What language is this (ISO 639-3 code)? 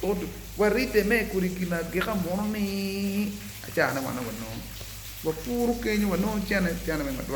ach